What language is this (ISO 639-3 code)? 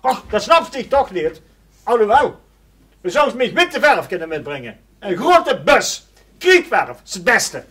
lim